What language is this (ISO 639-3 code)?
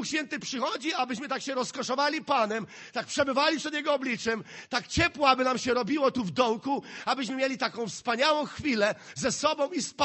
pol